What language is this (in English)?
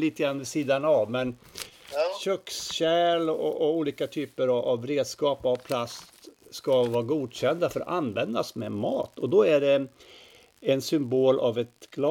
Swedish